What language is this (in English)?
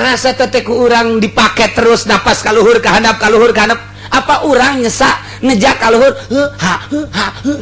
Sundanese